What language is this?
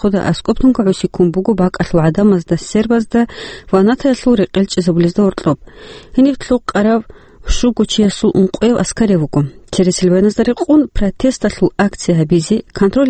Avaric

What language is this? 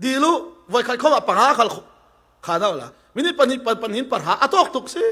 Falam Chin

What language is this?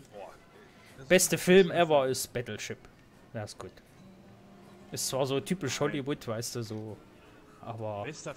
German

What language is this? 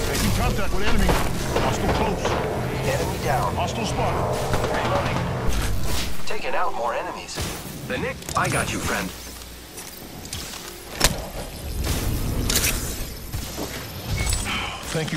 English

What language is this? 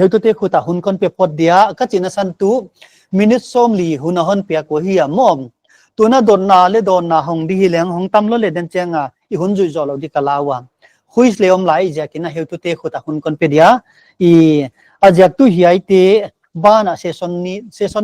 Paite Chin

